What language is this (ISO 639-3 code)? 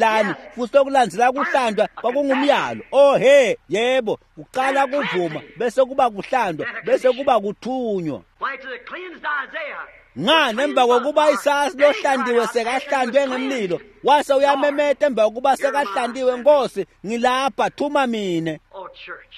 ssw